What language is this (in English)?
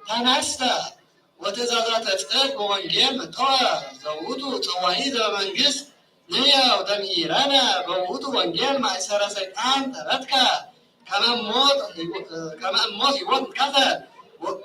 Geez